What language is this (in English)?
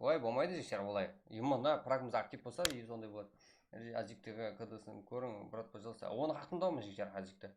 Kara-Kalpak